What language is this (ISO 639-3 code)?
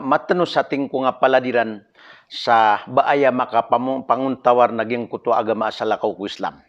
mrw